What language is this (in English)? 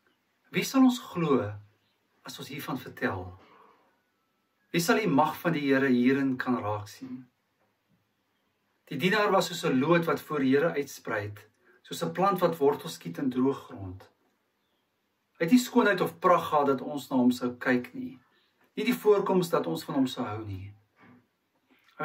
Afrikaans